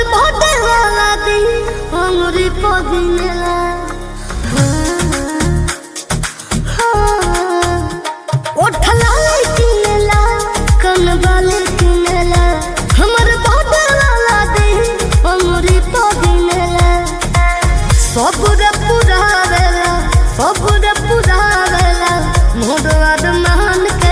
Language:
Bhojpuri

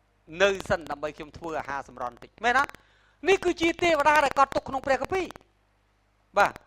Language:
Khmer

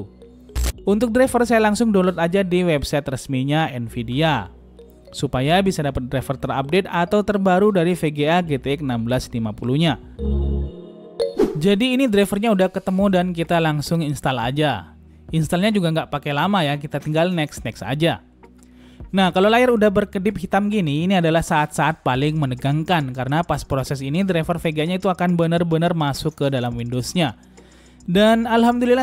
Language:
Indonesian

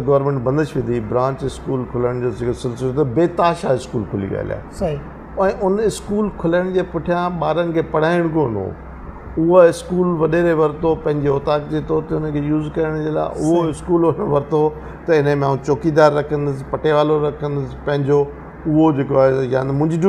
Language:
Sindhi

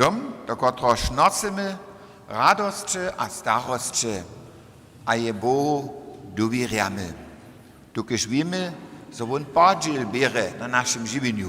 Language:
Upper Sorbian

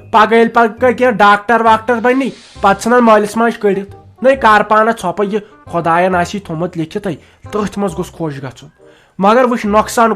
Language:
Kashmiri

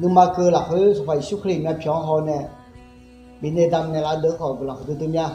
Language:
Akha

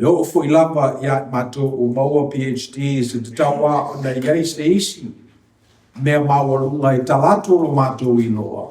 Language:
Samoan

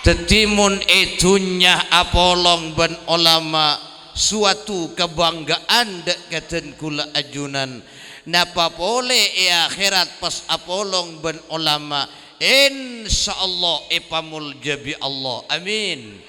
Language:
Madurese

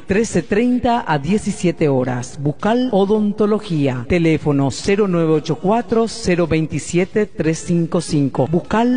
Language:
Spanish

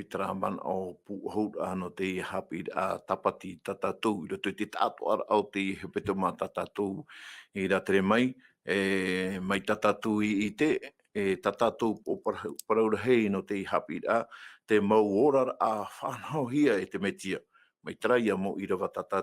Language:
Tahitian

